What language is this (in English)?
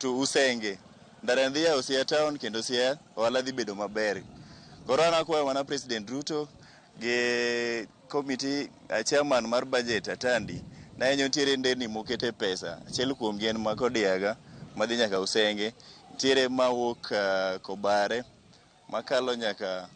Luo (Kenya and Tanzania)